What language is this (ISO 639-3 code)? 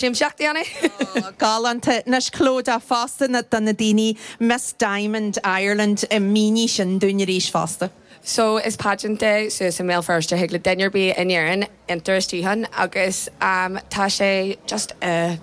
gle